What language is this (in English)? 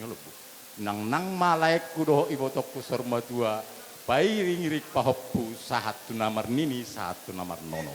Batak Toba